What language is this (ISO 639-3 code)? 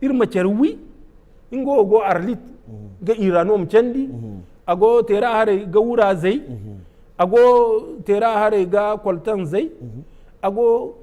dje